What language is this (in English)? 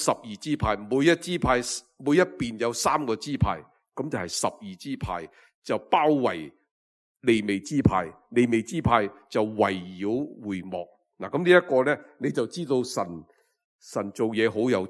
Cantonese